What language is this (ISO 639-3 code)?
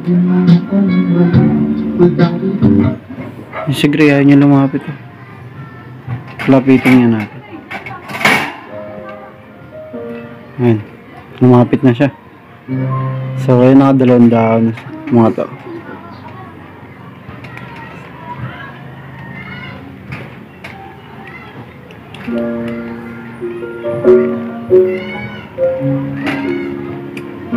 fil